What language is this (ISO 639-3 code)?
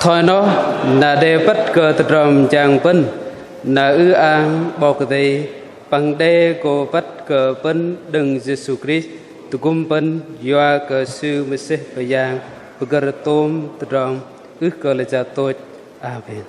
bdq